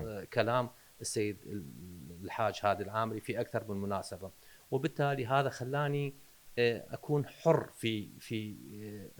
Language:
Mesopotamian Arabic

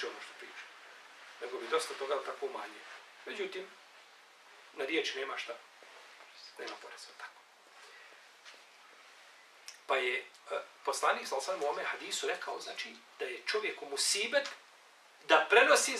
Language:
Bosnian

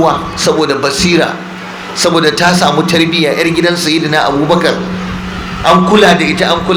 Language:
Hausa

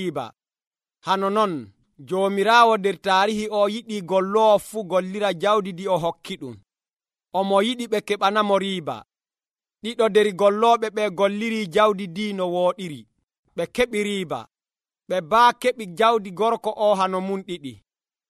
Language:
Nigerian Fulfulde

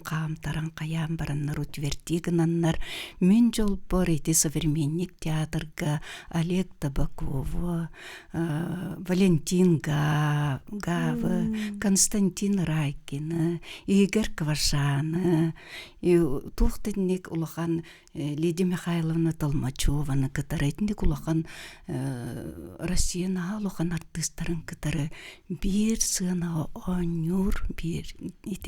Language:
Yakut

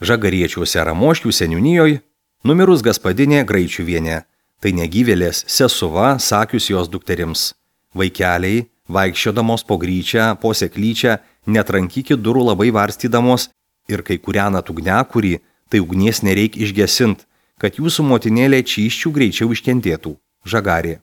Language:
Lithuanian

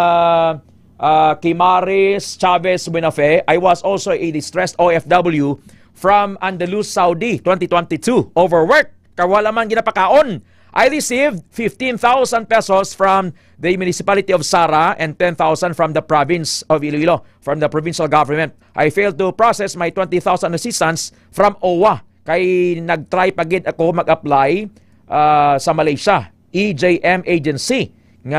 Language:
Hiligaynon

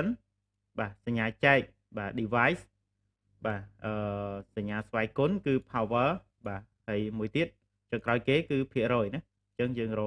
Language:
Khmer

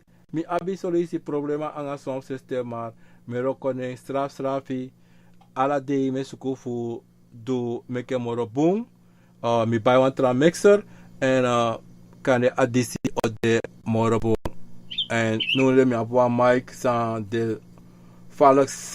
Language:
Sranan Tongo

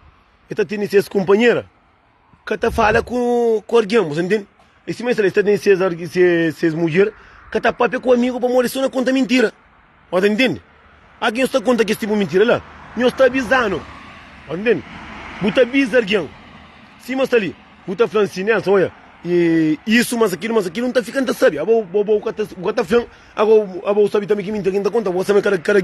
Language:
Kabuverdianu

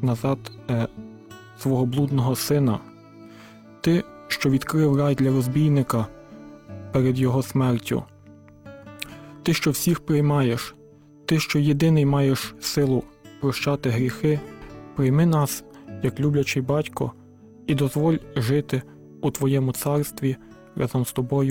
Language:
Ukrainian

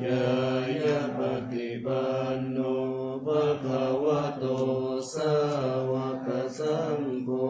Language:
Pali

